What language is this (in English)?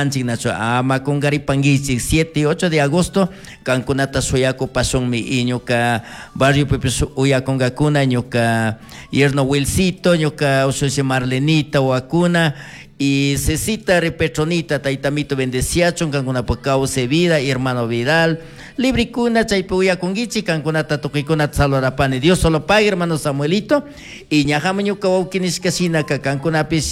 Chimborazo Highland Quichua